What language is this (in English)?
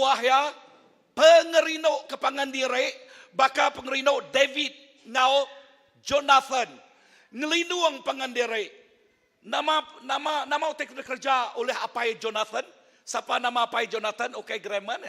Iban